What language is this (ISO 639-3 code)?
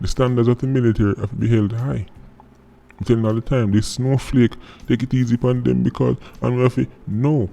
jam